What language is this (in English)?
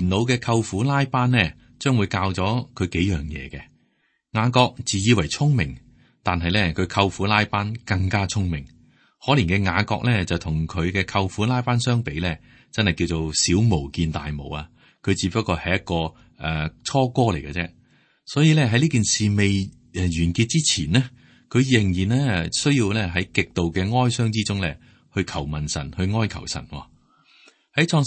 Cantonese